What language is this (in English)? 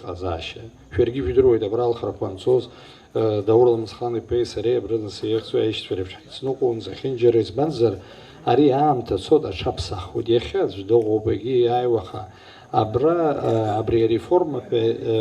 Abkhazian